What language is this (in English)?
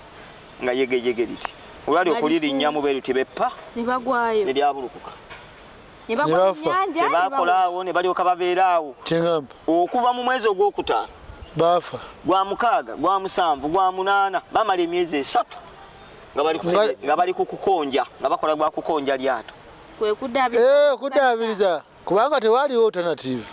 Ganda